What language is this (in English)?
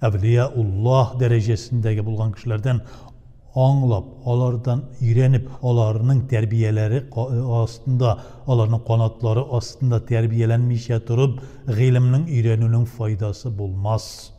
Tatar